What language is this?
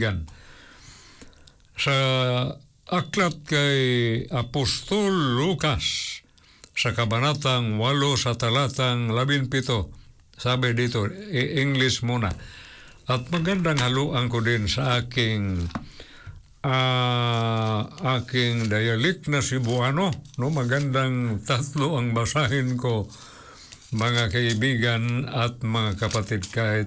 Filipino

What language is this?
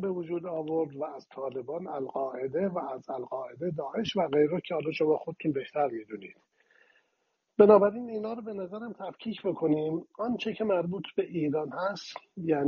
Persian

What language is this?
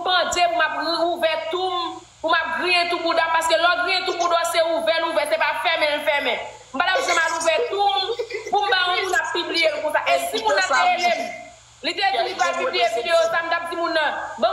Haitian Creole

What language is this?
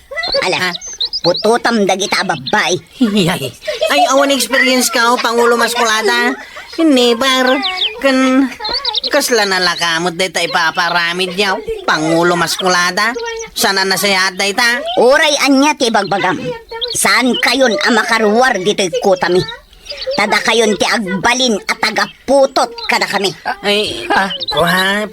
Iloko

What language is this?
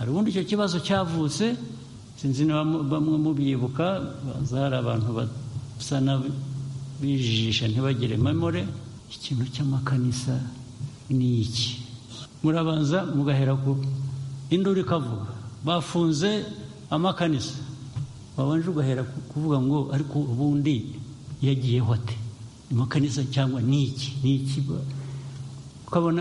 Kinyarwanda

